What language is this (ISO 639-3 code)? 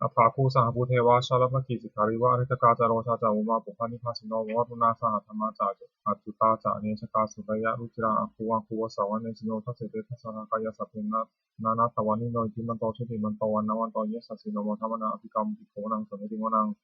pli